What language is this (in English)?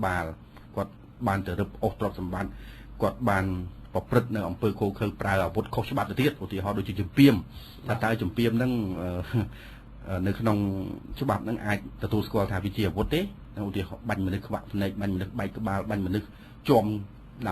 Khmer